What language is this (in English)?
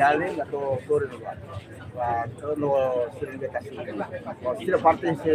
Tetum